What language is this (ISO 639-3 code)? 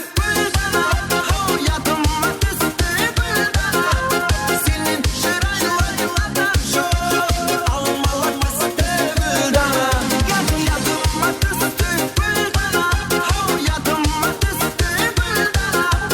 kaa